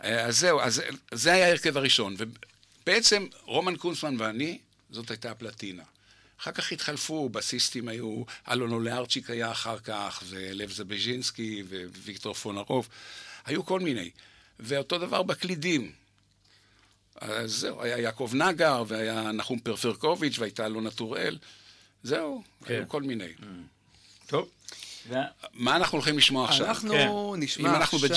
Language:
Hebrew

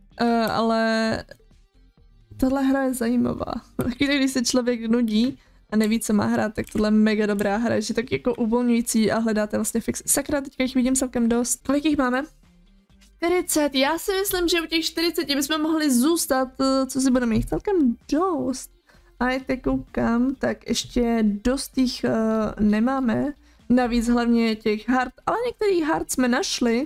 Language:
Czech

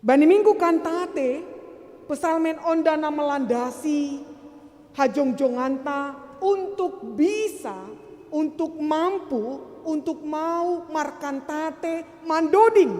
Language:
Batak Simalungun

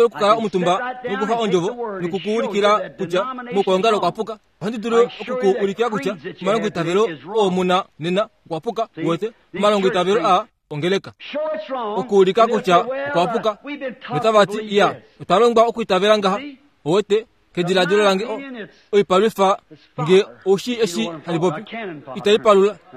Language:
Kuanyama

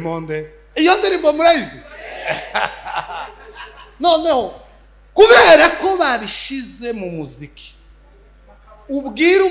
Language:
Kinyarwanda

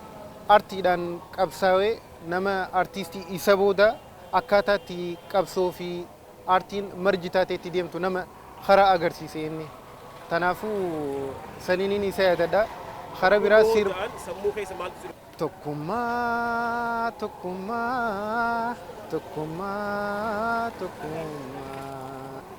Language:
Oromo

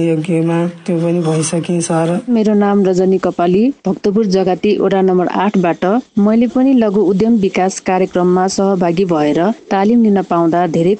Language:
Nepali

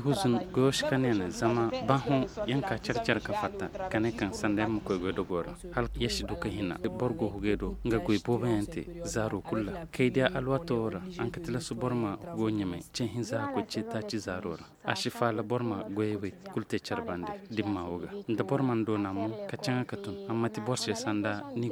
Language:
Koyraboro Senni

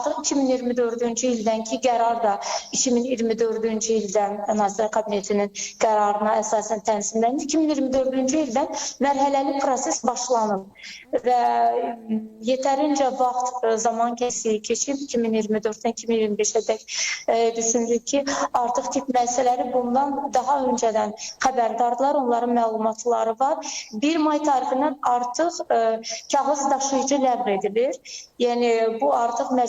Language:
Azerbaijani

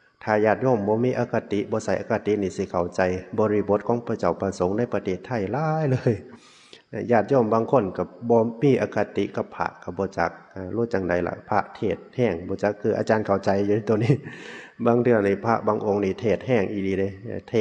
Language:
Northeastern Thai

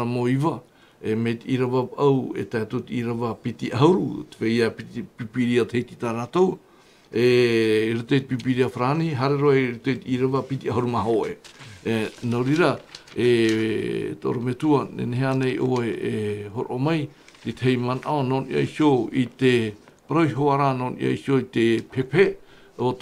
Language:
Tahitian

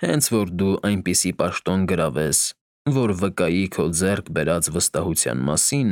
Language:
Armenian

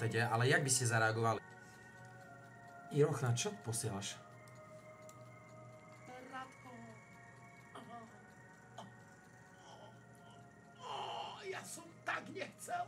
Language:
Slovak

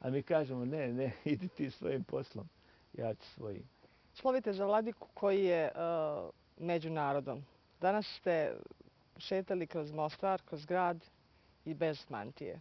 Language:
Bosnian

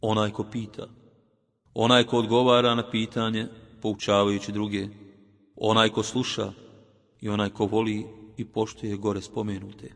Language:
Bosnian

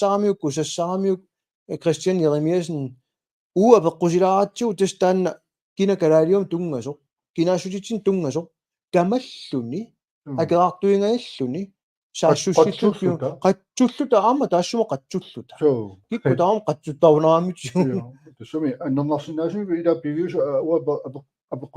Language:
Kalaallisut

